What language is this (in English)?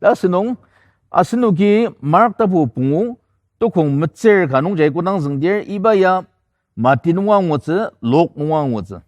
Ao Naga